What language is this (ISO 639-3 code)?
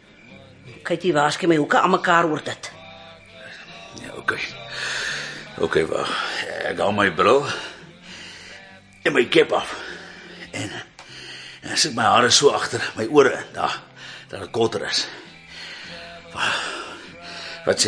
afr